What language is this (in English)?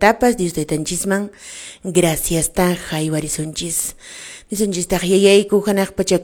Quechua